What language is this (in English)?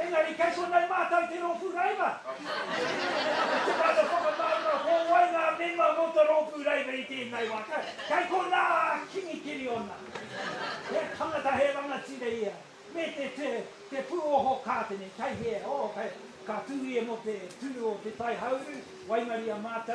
Māori